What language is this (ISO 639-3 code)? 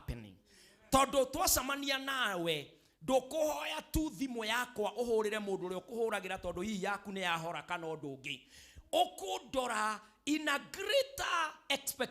kik